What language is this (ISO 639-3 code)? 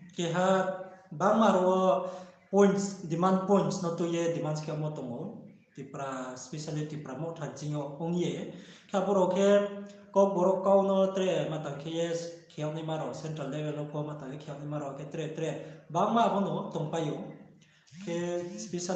ria